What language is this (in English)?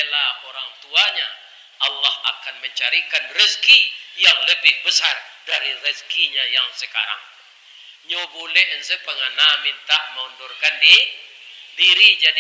Minangkabau